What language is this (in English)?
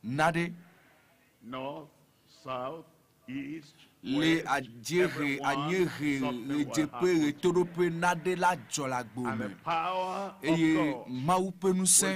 Ewe